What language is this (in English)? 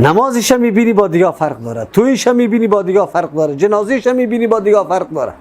Persian